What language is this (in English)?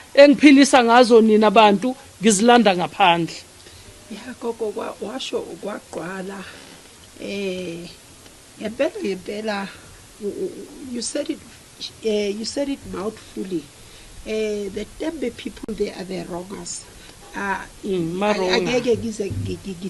Zulu